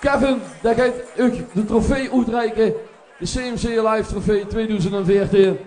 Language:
Limburgish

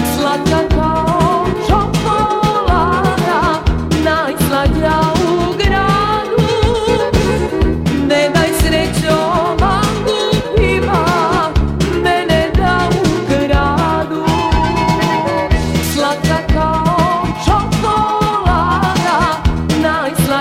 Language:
Serbian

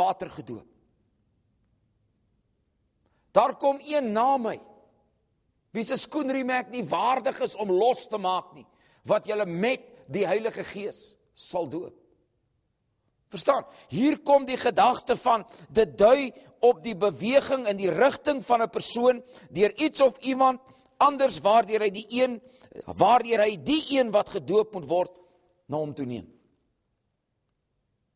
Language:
Afrikaans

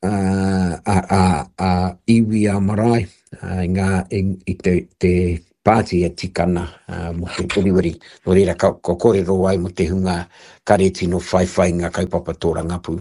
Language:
Māori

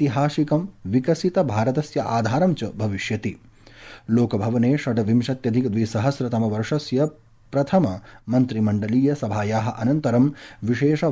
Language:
Sanskrit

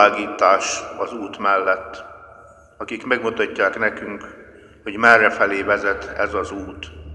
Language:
Hungarian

